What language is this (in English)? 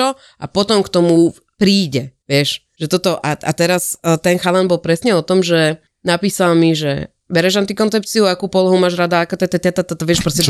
Slovak